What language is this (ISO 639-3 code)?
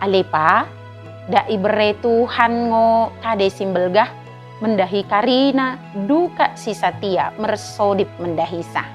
btd